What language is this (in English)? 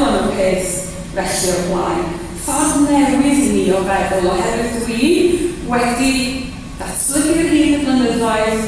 Welsh